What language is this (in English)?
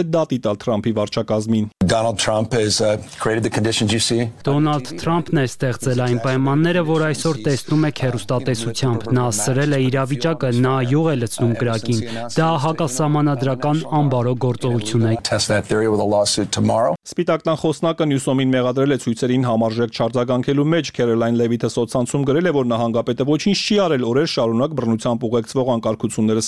Armenian